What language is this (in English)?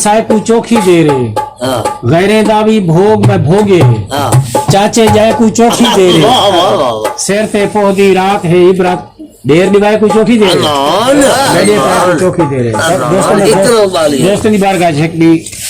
Saraiki